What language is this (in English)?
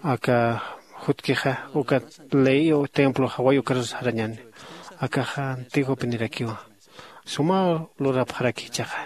Aymara